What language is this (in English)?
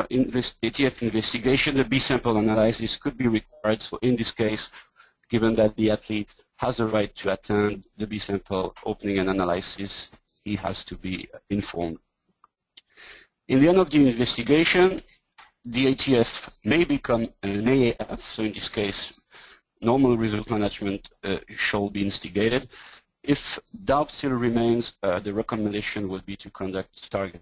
English